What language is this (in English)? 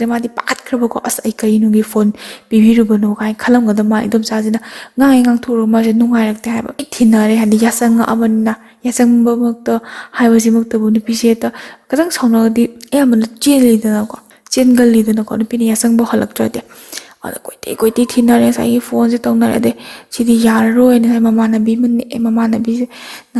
Manipuri